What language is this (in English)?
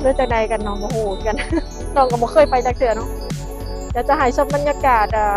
Lao